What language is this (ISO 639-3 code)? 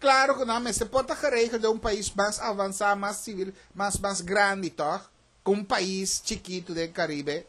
pap